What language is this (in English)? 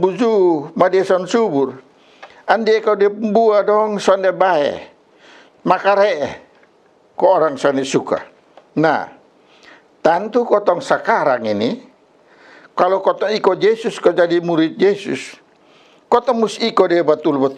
Kupang Malay